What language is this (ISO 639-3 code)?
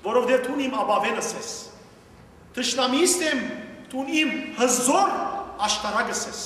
hyw